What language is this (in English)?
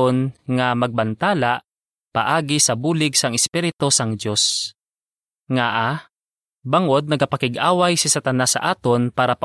Hiligaynon